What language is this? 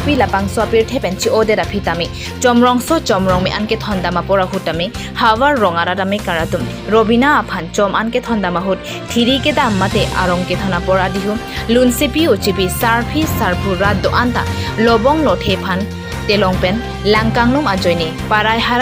Karbi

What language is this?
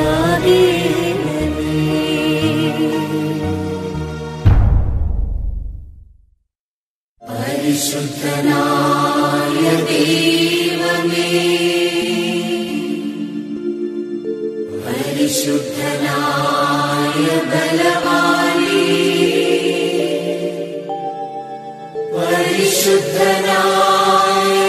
Malayalam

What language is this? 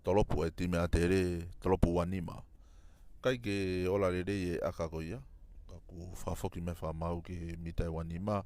Tongan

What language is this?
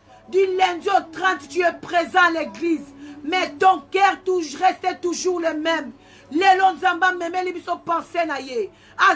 Lingala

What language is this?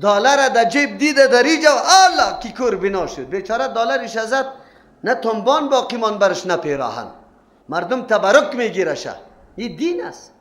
Persian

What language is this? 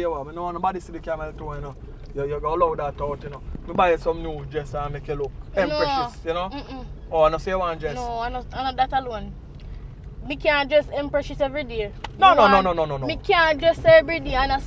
Jamaican Creole English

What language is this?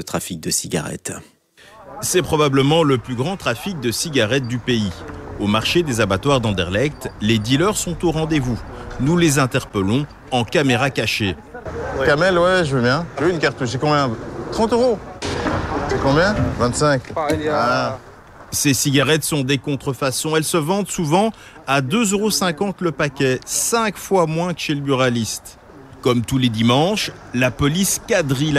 French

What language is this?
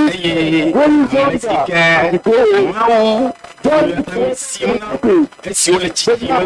Ewe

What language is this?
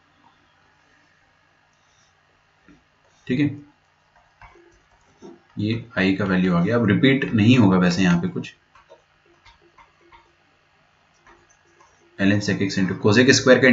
Hindi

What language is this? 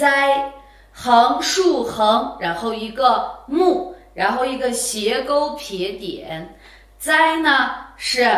Uyghur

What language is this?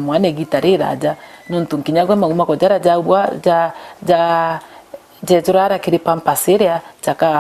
Meru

